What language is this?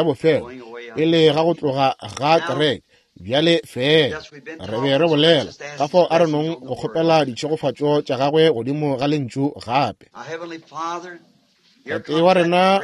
Northern Sotho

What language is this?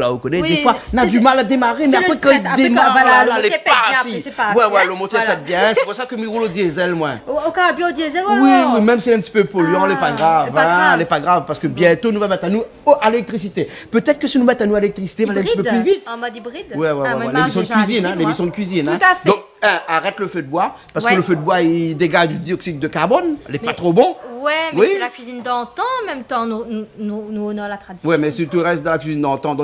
Réunion Creole French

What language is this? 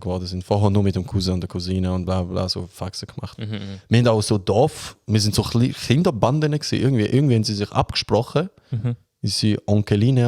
Swiss German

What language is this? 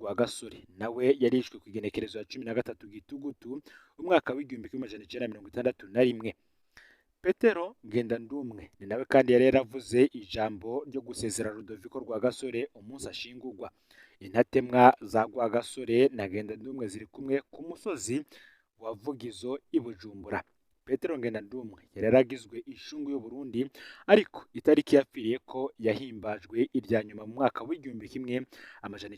Rundi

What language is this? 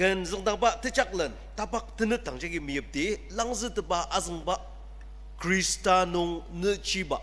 Ao Naga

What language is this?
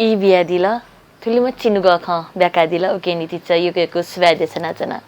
Newari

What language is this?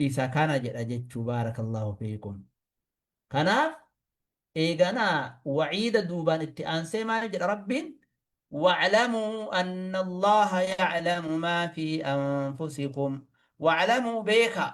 Oromo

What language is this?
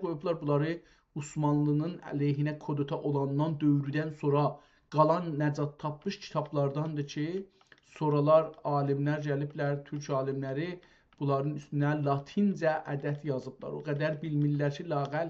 South Azerbaijani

